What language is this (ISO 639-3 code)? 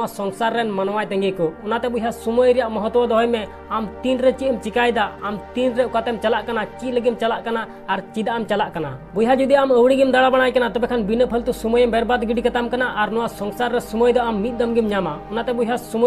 sat